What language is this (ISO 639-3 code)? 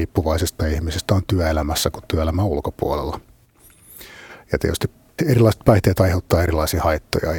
fin